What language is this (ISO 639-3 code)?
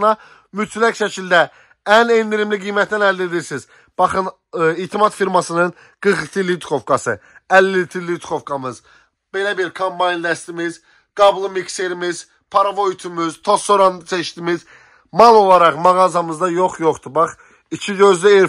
aze